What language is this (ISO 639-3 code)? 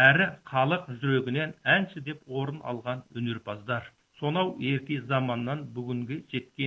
kaz